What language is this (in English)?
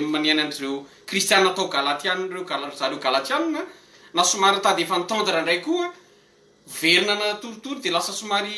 Malagasy